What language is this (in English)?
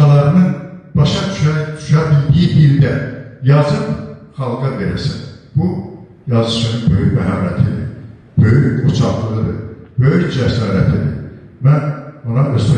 Azerbaijani